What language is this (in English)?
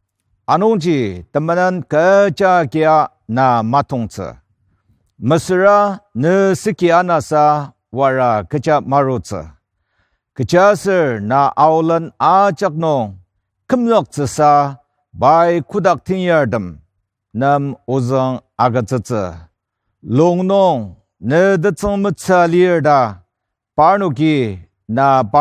Ao Naga